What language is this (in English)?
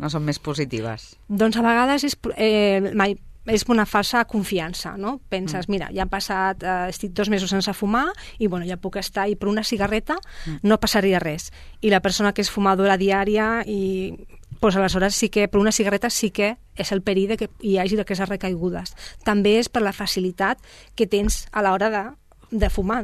Catalan